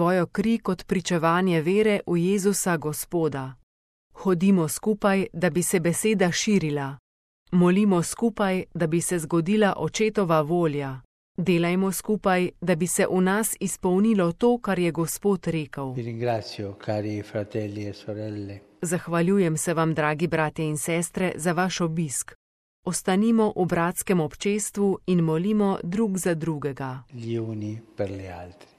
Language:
Slovenian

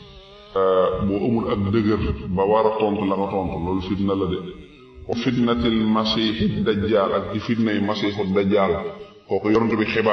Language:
Wolof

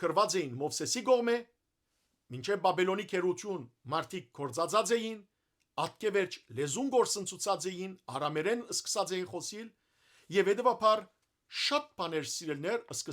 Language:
Western Armenian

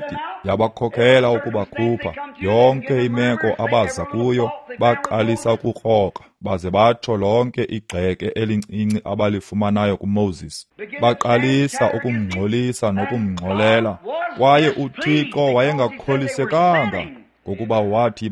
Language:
Xhosa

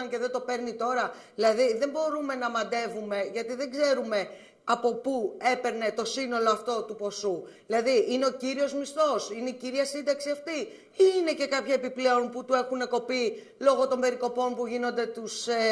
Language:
Greek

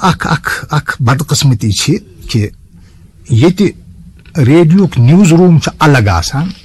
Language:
Kashmiri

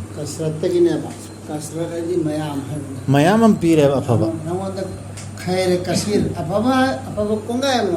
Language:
Manipuri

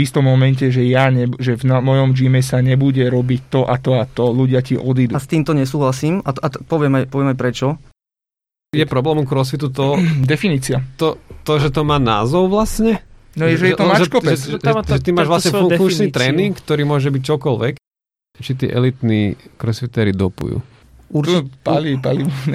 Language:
Slovak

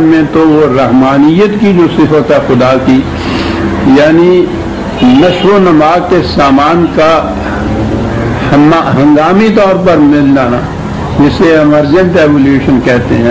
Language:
Urdu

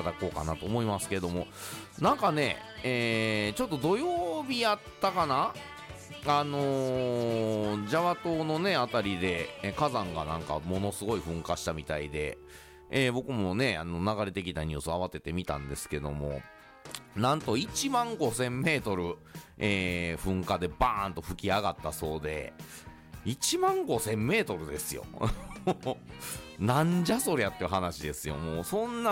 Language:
Japanese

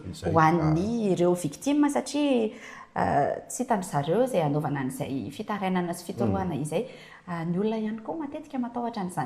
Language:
Malagasy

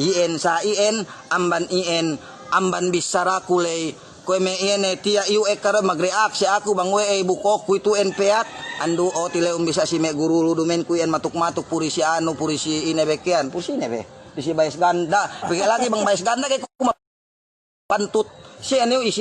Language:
Yakan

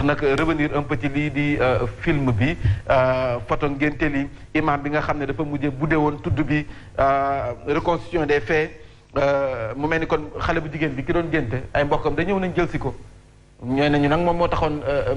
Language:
Wolof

